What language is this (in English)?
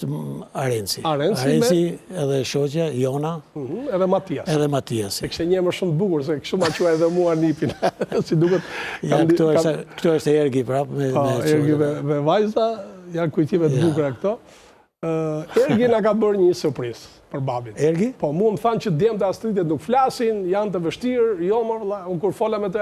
Albanian